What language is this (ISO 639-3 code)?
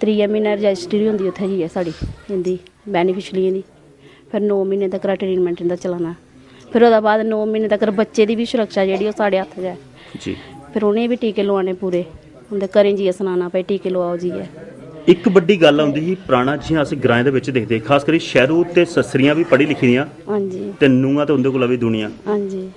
doi